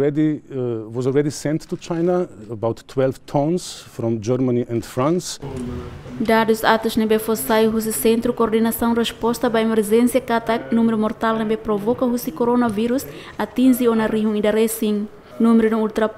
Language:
Tetum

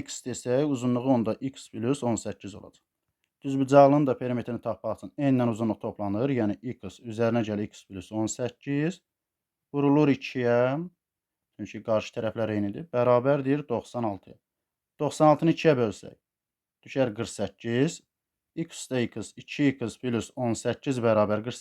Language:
Azerbaijani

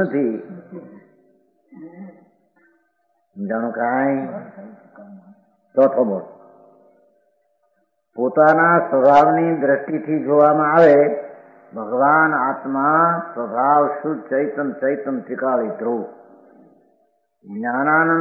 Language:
Gujarati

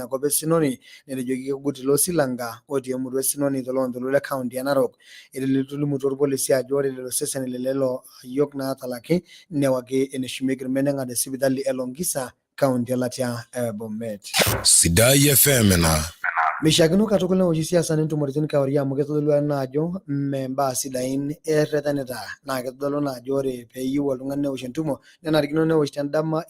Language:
Masai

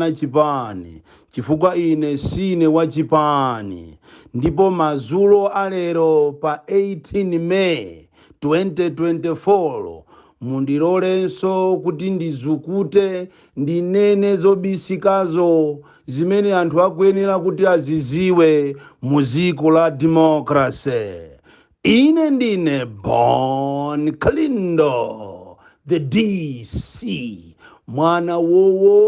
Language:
Nyanja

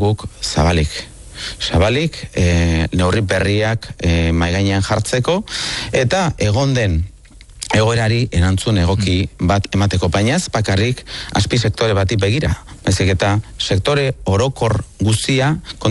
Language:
Basque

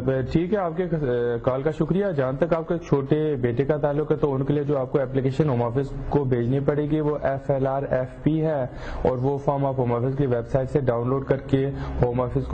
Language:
Urdu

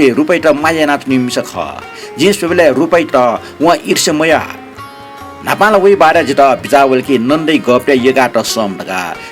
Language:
Newari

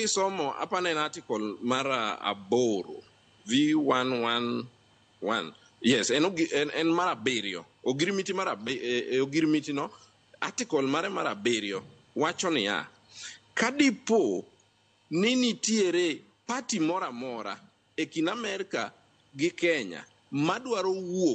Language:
Luo (Kenya and Tanzania)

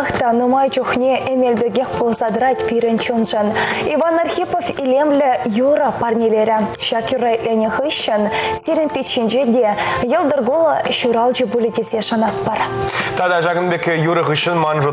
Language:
Chuvash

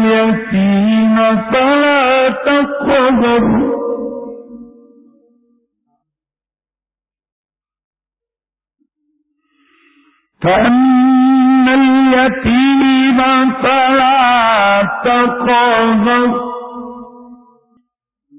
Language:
Arabic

